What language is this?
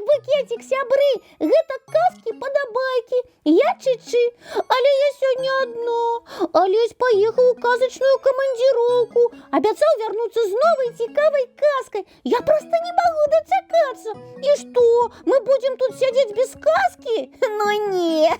Belarusian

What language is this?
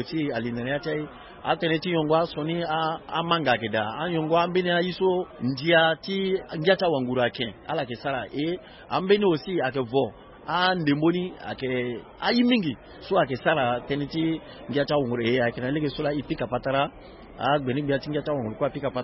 Sango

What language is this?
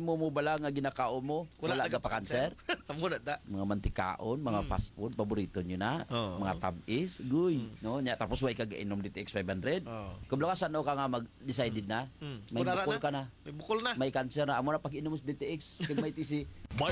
Hiligaynon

